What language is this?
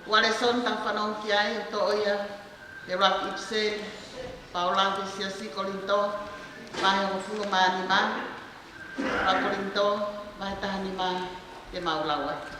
Tongan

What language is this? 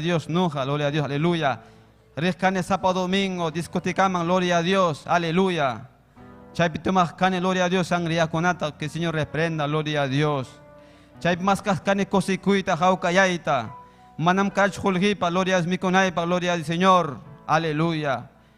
Ayacucho Quechua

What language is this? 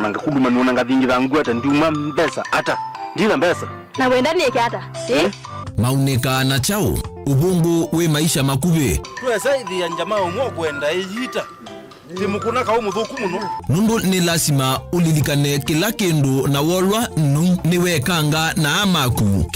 Kamba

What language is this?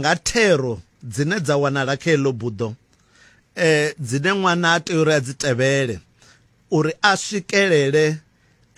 Venda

